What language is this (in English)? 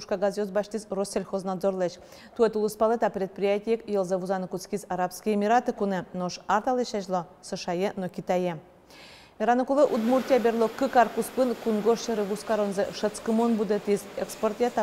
Udmurt